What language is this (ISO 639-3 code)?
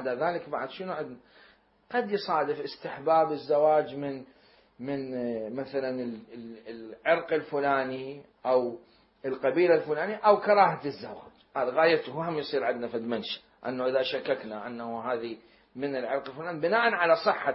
acm